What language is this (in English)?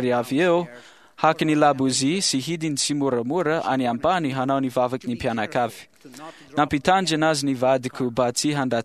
Malagasy